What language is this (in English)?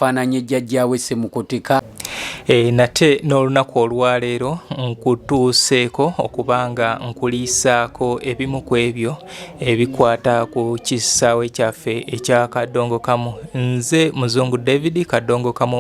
Ganda